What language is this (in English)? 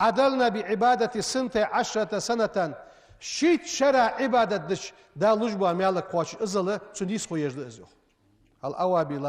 Ingush